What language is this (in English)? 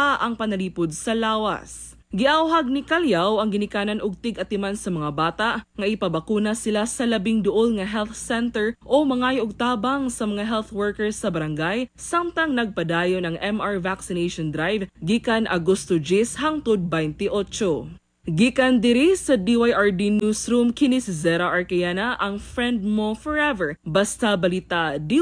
Cebuano